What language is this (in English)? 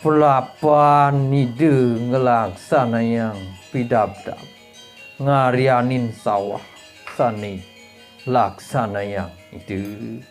Balinese